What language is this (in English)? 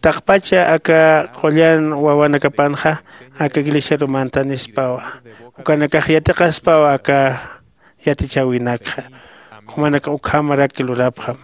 Aymara